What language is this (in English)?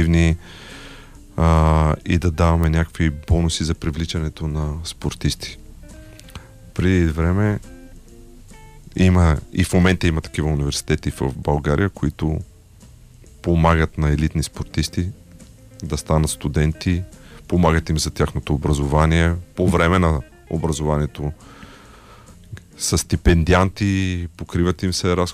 Bulgarian